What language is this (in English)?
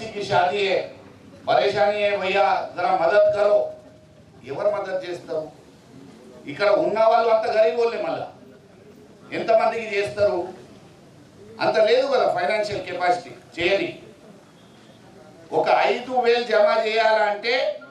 Telugu